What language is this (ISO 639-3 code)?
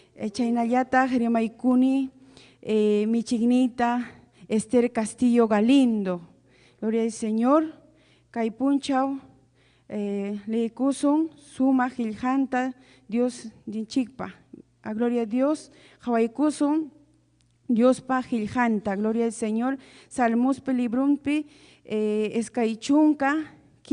quy